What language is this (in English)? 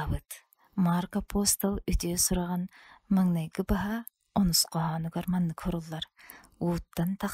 Yakut